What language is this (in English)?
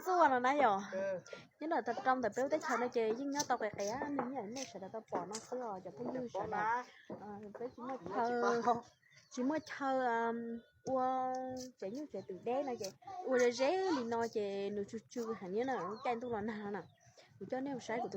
Hmong